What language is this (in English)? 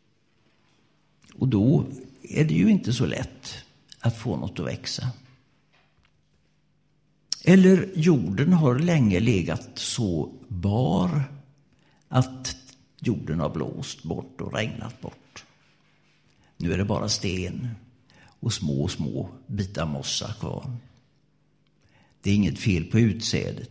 Swedish